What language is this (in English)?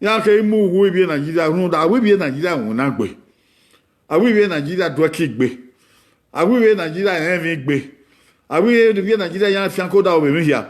Bini